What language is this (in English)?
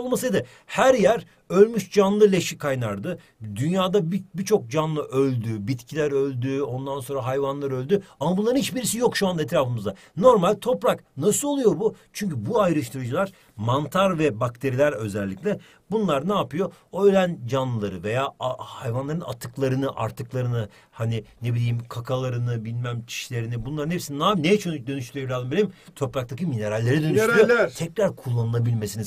Turkish